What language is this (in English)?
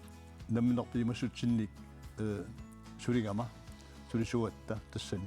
Kalaallisut